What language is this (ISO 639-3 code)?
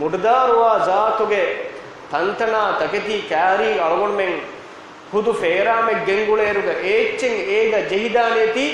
div